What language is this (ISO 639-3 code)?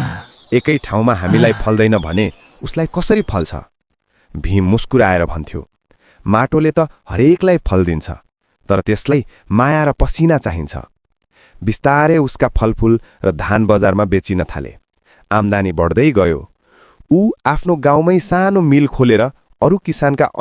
nep